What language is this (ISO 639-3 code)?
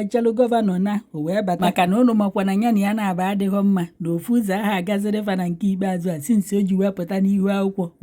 ibo